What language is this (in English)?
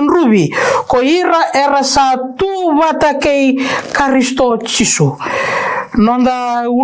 Fijian